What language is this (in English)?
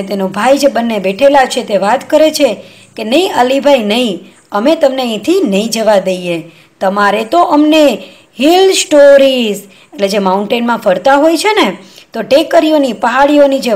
Gujarati